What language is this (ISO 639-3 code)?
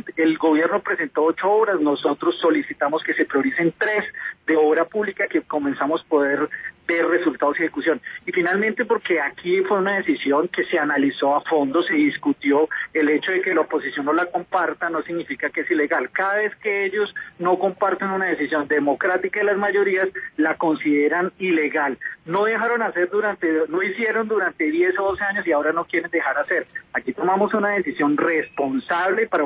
spa